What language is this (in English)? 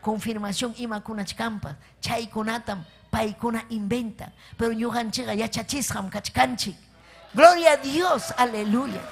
Ayacucho Quechua